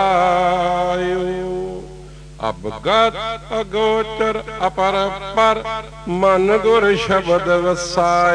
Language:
Punjabi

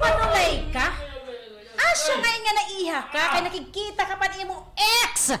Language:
Waray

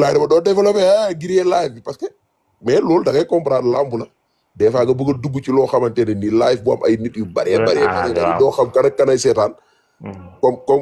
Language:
Wolof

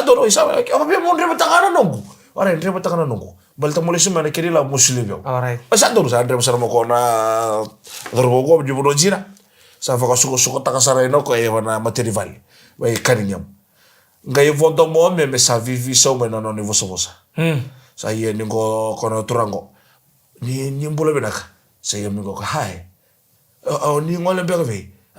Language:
Fijian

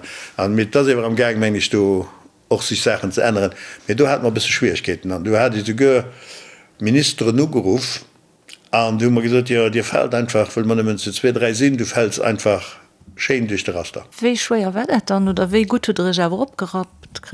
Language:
Luxembourgish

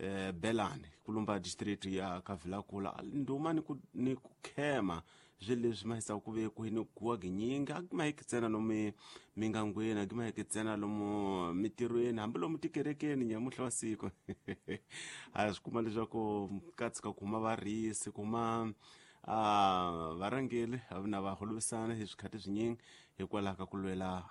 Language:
Tsonga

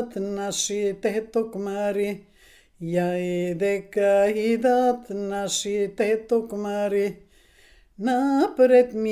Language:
Macedonian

